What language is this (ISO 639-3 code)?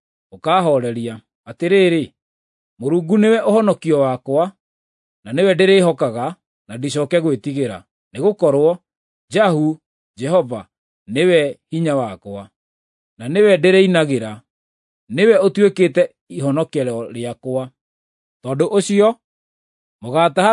kik